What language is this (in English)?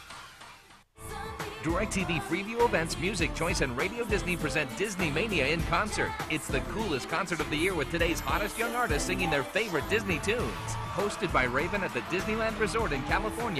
English